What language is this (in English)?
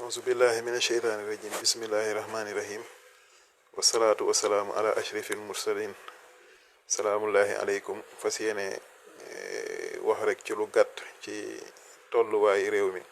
Wolof